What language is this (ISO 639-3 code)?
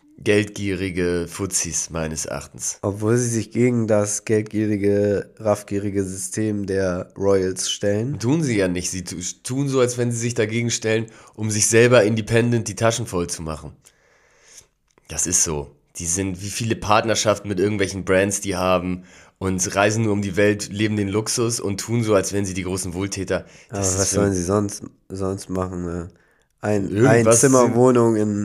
deu